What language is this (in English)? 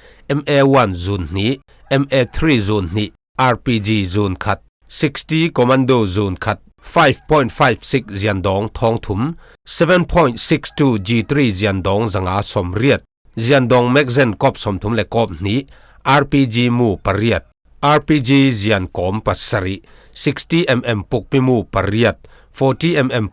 Falam Chin